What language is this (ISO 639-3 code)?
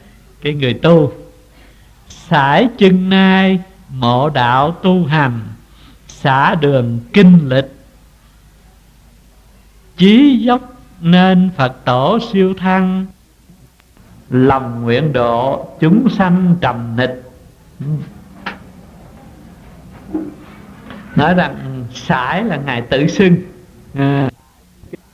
vie